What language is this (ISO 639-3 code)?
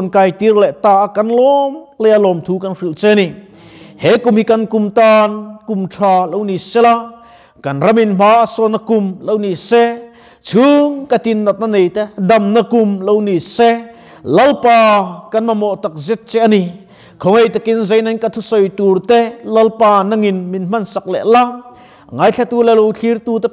lus